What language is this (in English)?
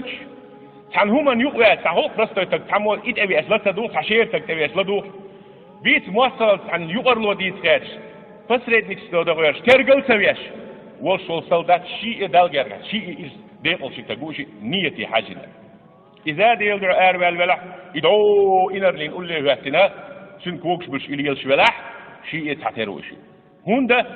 Chechen